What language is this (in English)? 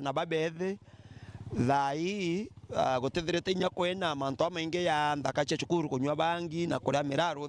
Meru